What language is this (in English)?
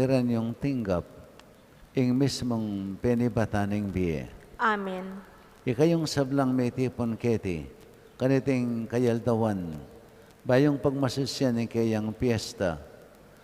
Pampanga